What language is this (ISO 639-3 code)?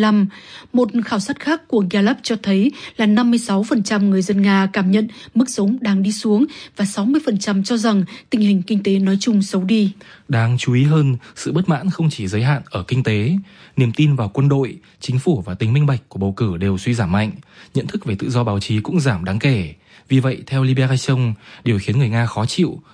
vie